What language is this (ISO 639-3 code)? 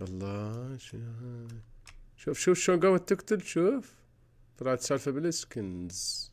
acm